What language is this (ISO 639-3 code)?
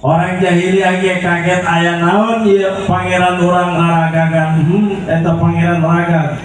sun